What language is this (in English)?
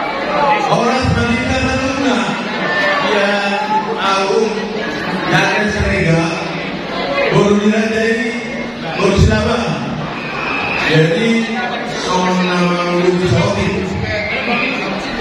Indonesian